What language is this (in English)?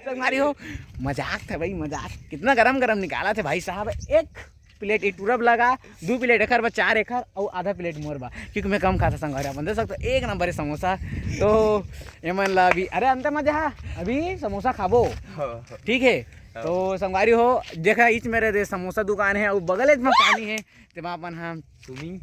Chhattisgarhi